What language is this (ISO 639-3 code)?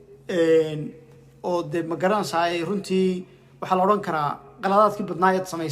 som